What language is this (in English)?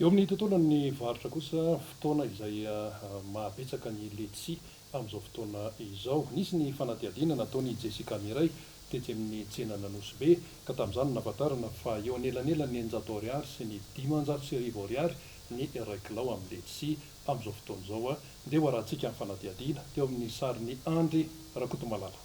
Malagasy